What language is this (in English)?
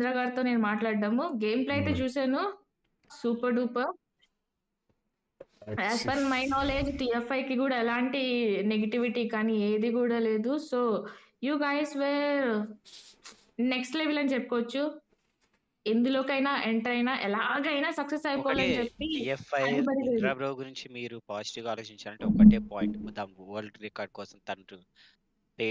Telugu